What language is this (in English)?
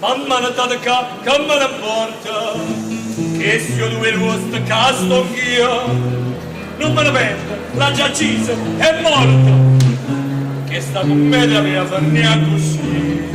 Neapolitan